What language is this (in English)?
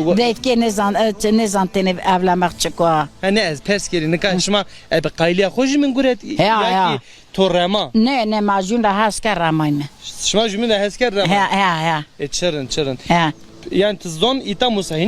Zaza